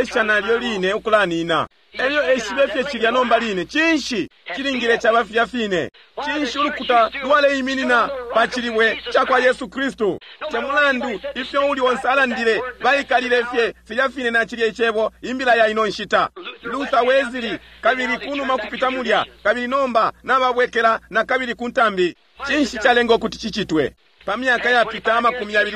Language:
Bemba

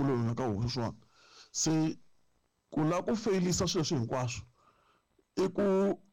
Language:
Tsonga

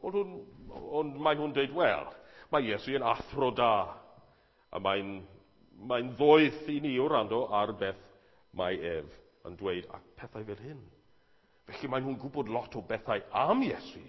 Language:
Welsh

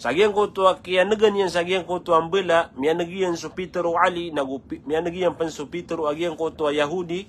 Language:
Maranao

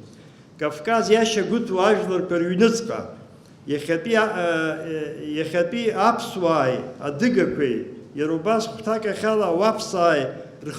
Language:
Abkhazian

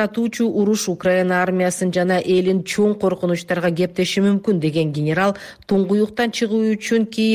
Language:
Kyrgyz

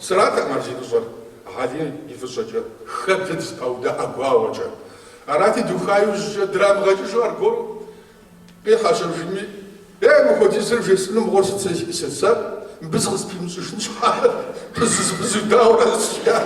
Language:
Kabardian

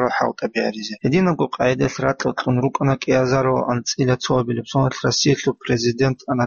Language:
Avaric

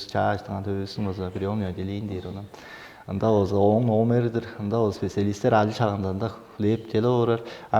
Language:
Tuvinian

